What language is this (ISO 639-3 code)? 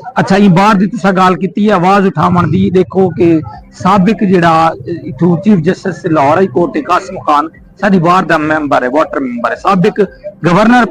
skr